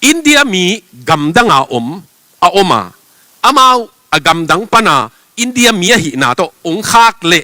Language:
Tedim Chin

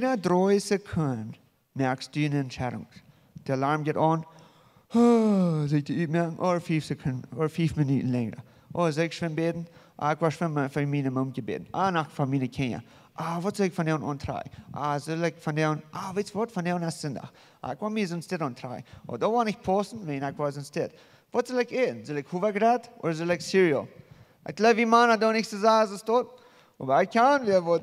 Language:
Plautdietsch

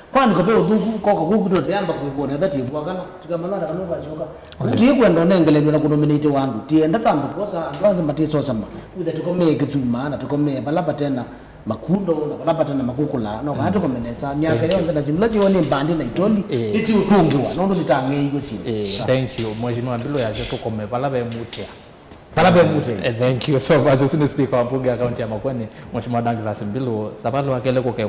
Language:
Kamba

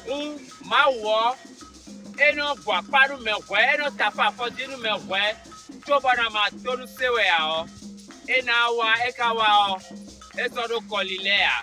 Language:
Fon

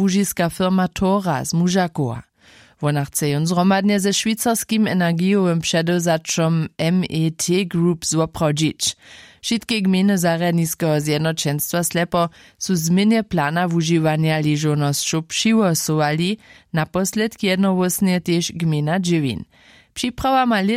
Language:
Upper Sorbian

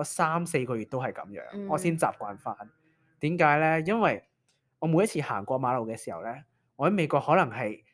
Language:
Cantonese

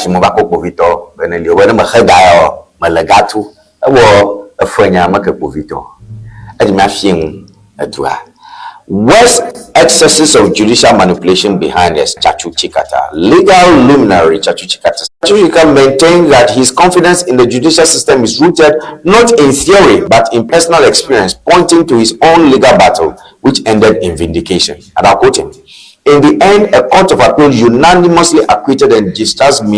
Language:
Ewe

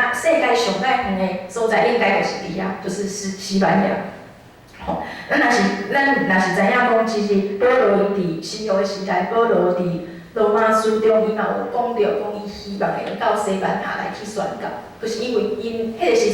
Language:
Min Nan Chinese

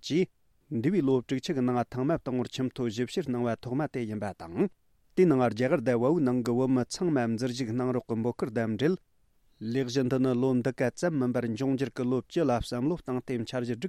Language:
Tibetan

